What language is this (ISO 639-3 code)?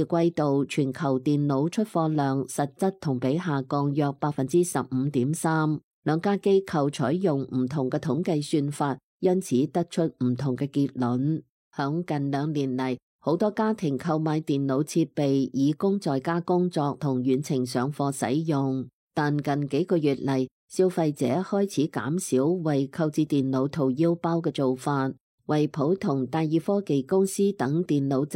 yue